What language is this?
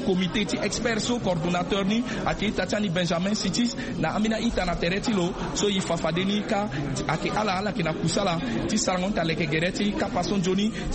Sango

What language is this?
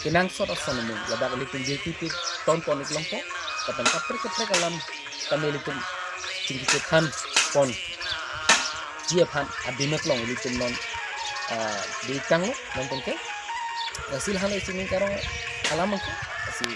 Karbi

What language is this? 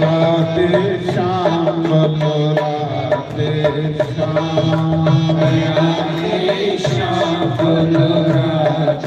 Dogri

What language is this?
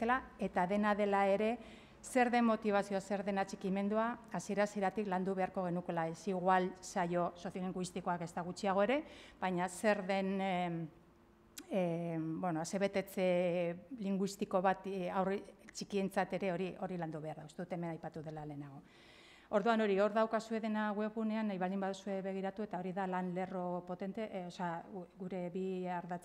Basque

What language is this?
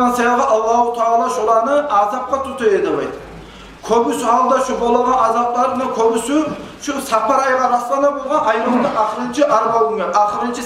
Kumyk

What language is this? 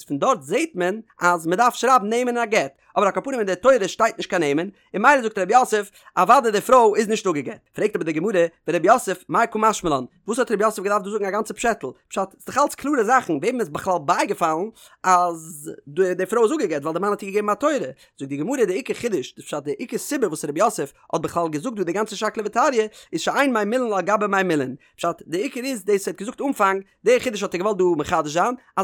Yiddish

